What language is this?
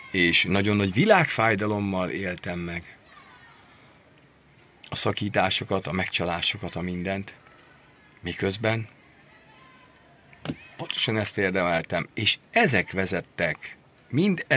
Hungarian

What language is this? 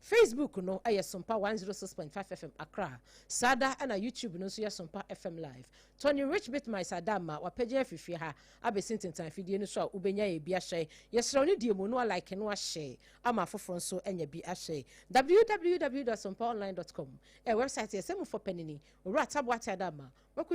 Akan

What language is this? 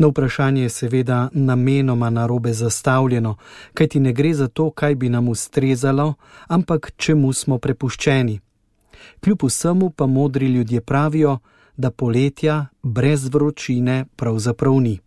Slovenian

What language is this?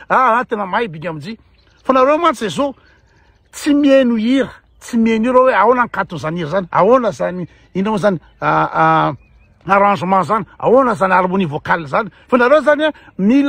Malagasy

